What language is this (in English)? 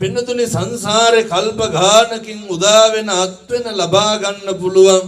Sinhala